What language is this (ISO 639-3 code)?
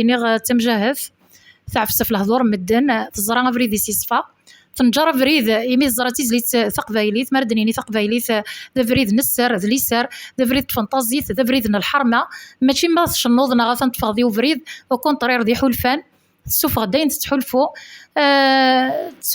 kab